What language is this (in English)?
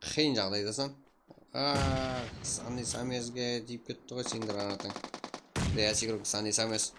Kara-Kalpak